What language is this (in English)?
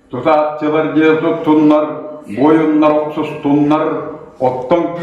Yakut